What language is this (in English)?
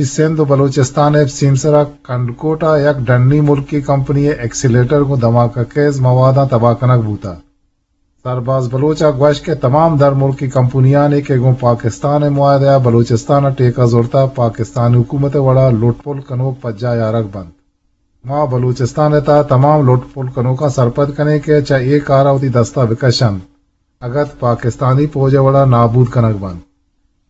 Eastern Balochi